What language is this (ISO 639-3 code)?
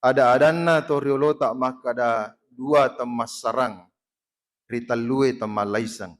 bug